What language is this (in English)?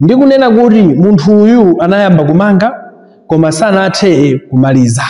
Nyanja